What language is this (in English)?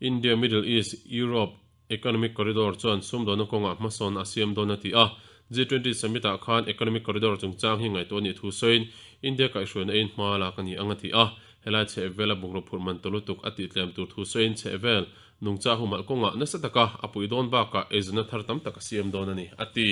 Mizo